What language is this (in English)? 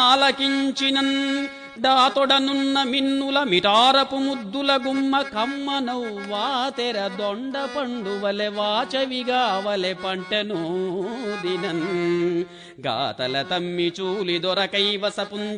Telugu